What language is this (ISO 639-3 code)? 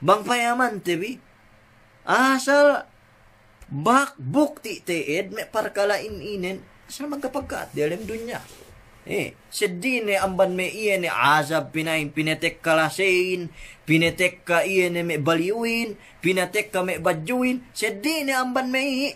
yka